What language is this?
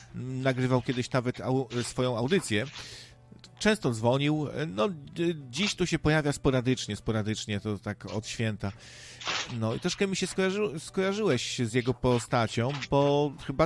Polish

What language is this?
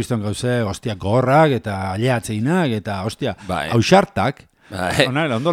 Basque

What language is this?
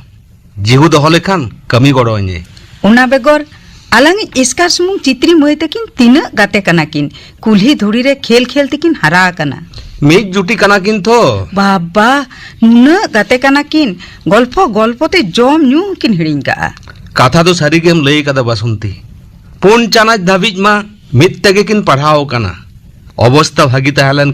Santali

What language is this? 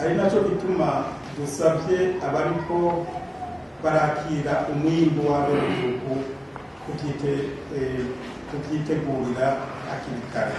Rundi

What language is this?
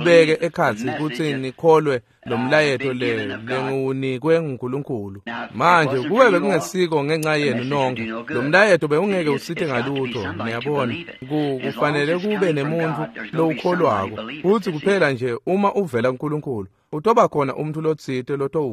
Swati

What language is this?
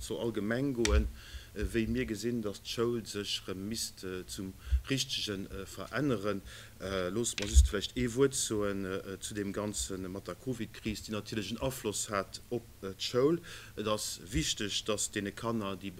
Luxembourgish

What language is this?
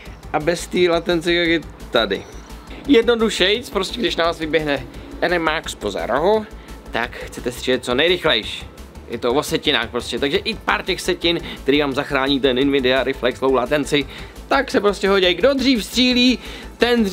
Czech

